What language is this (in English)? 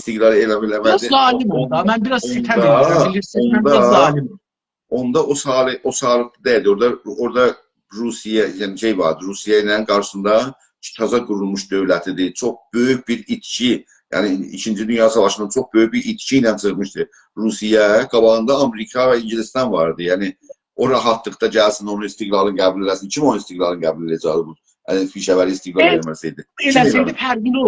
South Azerbaijani